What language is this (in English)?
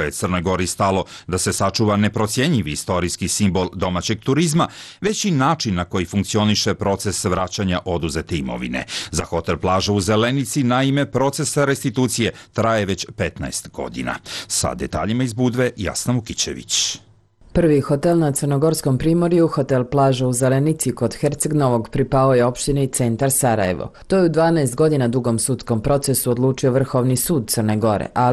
Croatian